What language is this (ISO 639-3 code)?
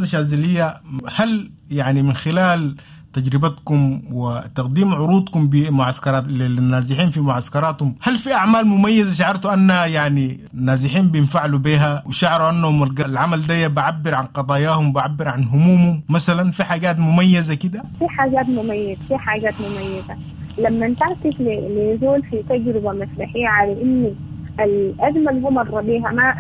apd